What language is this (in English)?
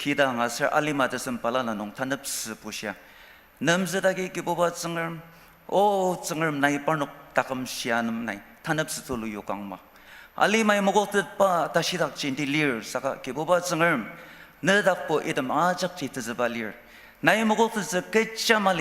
Ao Naga